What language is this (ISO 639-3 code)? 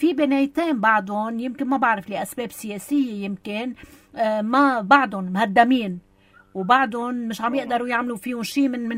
apc